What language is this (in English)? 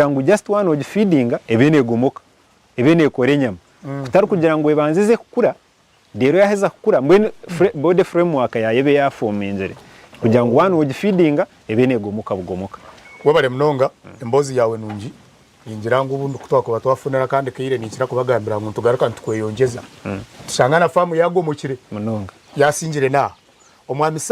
Nyankole